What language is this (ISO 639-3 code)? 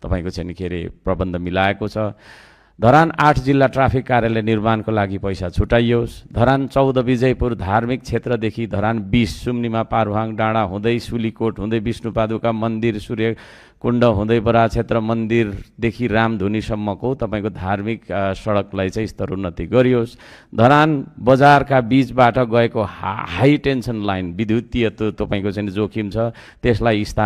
nep